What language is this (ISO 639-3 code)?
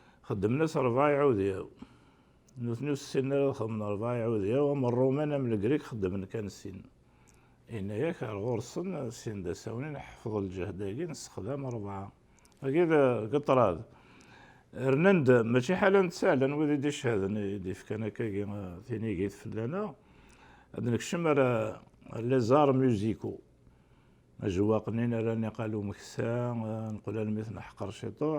kab